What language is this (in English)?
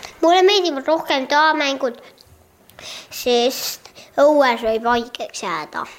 Estonian